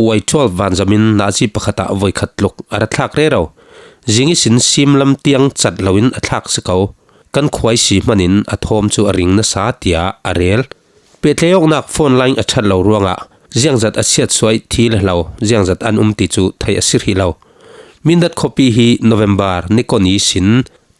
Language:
Falam Chin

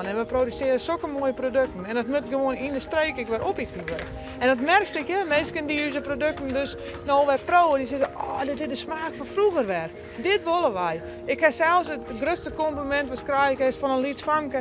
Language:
Western Frisian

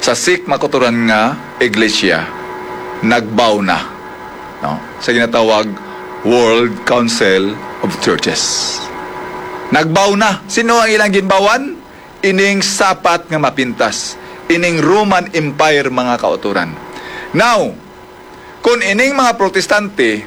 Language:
Hiligaynon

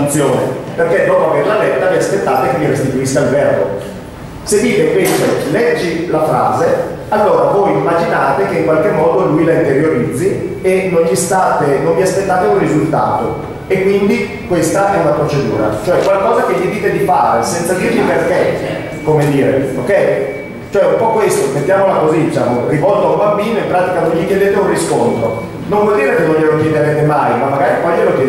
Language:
Italian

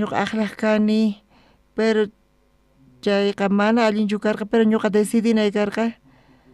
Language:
South Bolivian Quechua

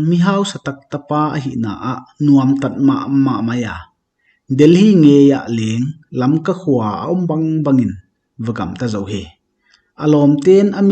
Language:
Paite Chin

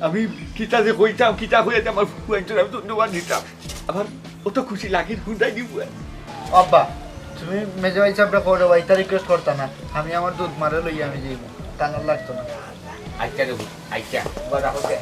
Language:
Sylheti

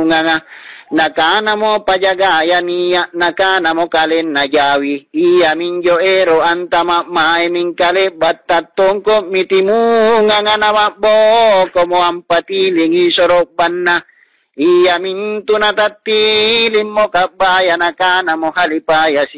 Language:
Makasar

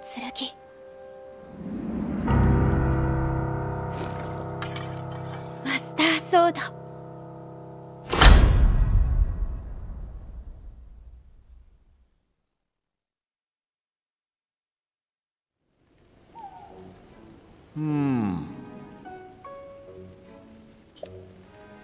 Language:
Japanese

